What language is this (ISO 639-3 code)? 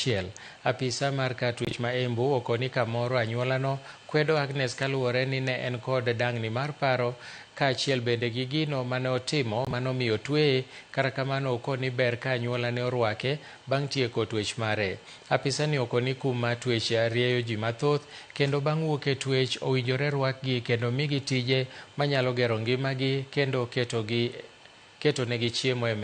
luo